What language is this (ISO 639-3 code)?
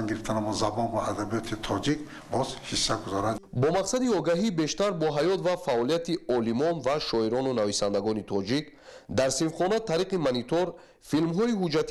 tgk